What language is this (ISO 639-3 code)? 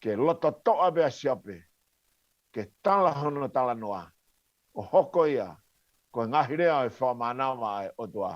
ton